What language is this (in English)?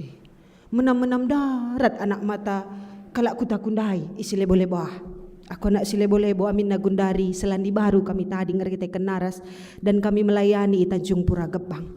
Batak Karo